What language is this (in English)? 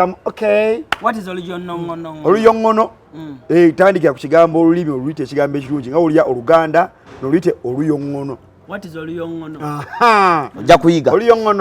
Ganda